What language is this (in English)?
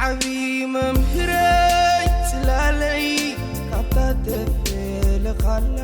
Tigrinya